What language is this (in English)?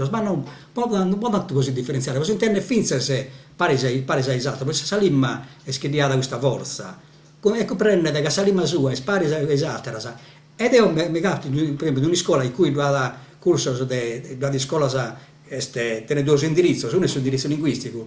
Sardinian